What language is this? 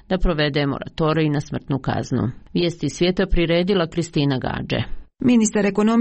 Croatian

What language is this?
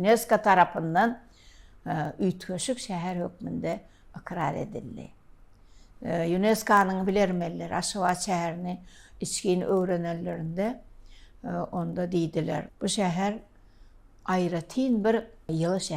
Turkmen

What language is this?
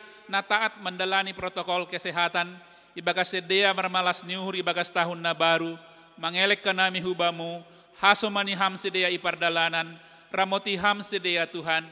Batak Simalungun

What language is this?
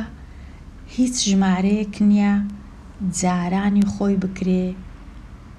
Central Kurdish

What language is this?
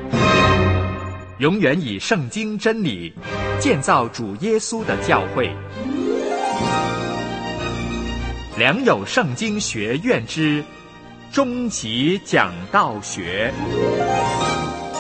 Chinese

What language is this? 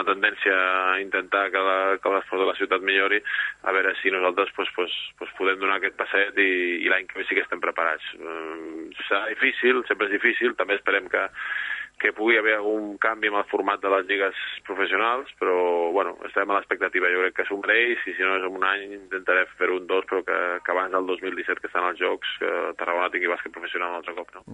Catalan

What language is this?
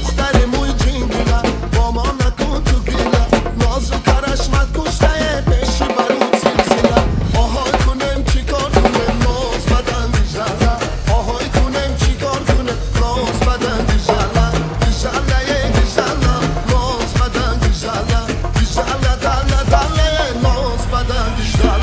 Tajik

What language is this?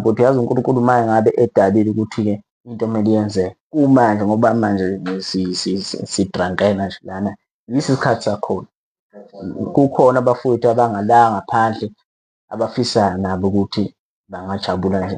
Zulu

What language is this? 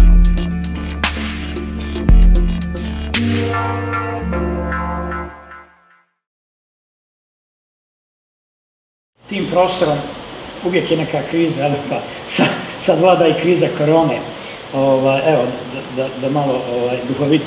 Croatian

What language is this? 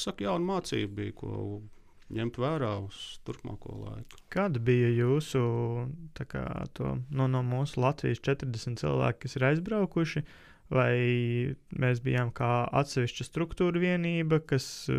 Latvian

